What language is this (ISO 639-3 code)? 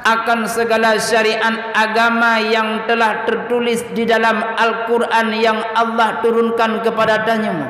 ace